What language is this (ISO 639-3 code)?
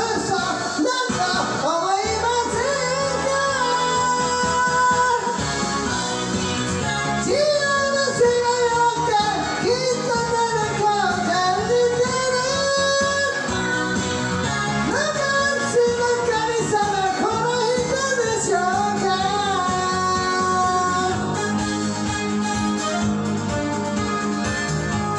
jpn